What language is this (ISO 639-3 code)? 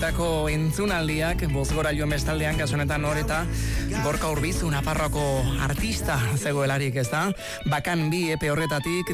eus